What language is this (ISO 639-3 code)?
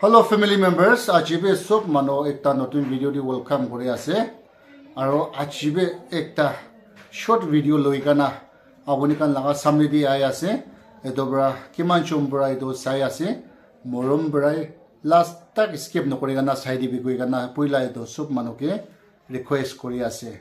nag